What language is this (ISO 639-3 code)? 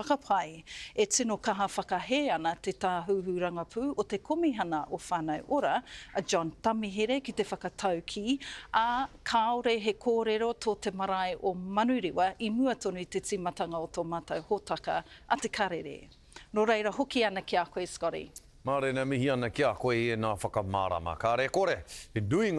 mri